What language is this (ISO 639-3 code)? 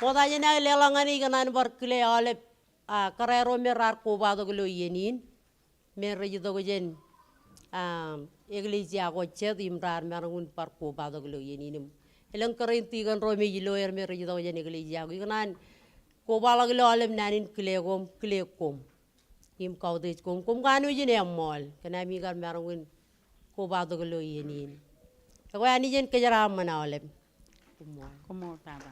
mah